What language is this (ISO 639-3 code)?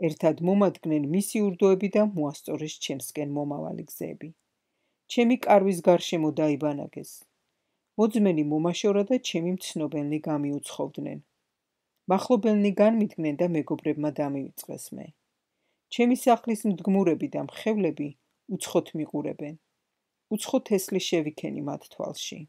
kat